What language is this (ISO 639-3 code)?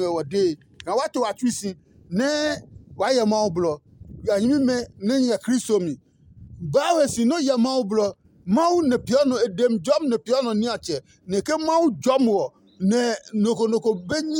ada